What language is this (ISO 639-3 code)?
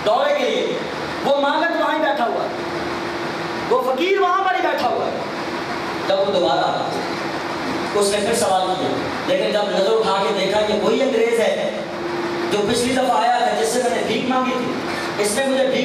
urd